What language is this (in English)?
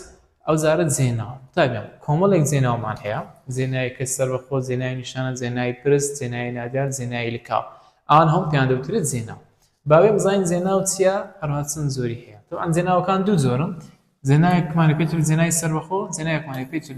Central Kurdish